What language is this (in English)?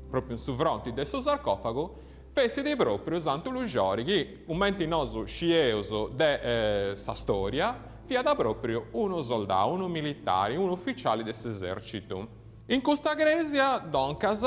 Sardinian